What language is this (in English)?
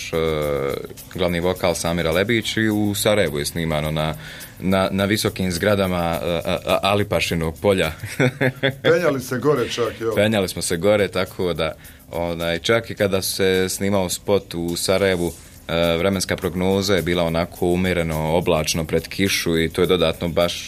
Bosnian